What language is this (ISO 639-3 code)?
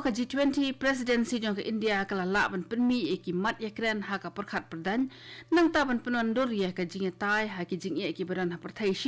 kha